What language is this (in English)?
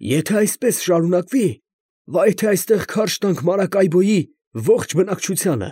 Armenian